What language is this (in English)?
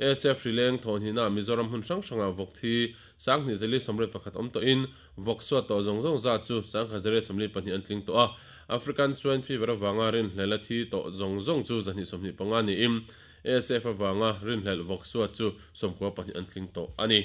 Mizo